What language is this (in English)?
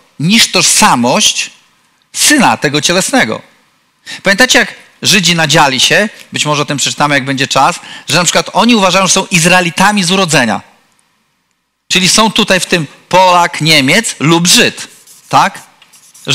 Polish